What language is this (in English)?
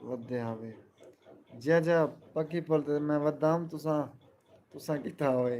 Saraiki